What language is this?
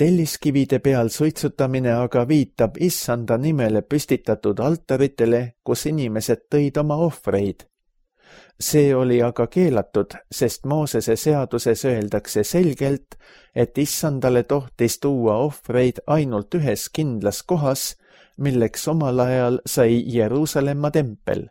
Estonian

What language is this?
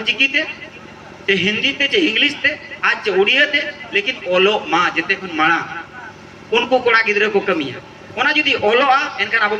Santali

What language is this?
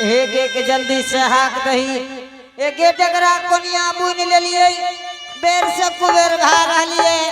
Angika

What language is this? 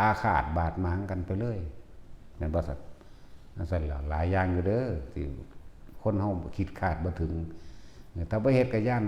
Lao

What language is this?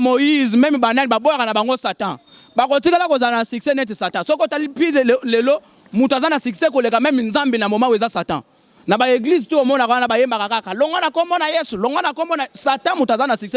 Lingala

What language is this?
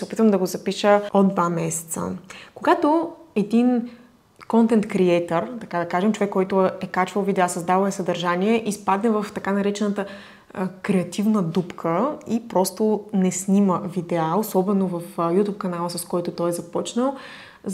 Bulgarian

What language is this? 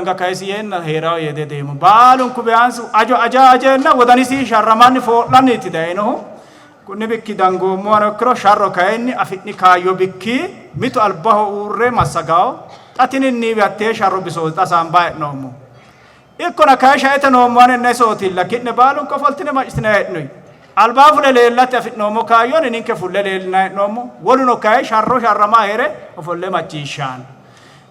Sidamo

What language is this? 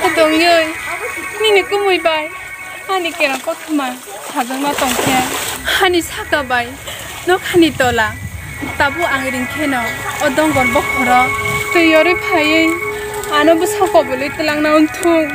Kok Borok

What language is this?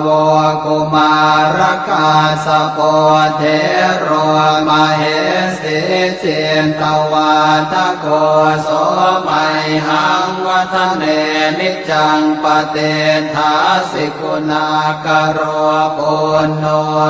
Pali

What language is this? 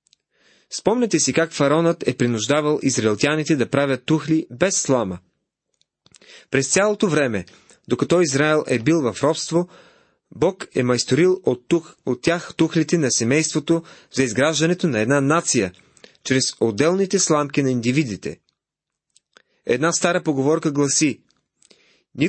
Bulgarian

